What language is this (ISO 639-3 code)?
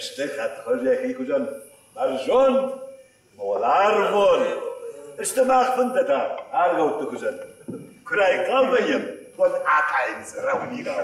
oss